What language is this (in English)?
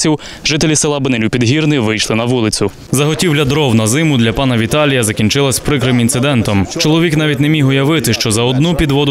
Ukrainian